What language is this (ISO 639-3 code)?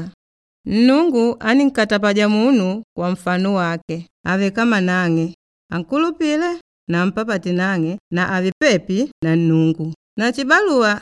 kde